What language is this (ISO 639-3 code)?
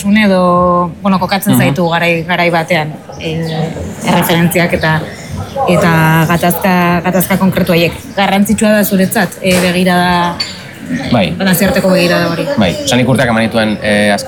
eus